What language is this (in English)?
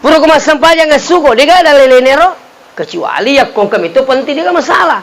Buginese